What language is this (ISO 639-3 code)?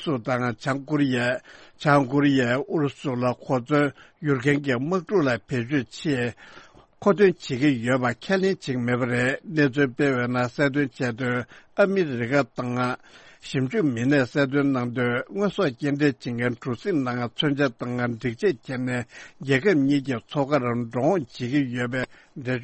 bod